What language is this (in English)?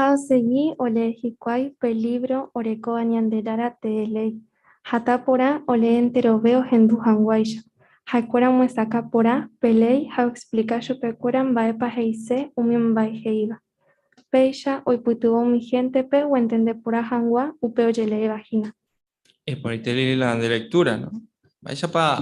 Guarani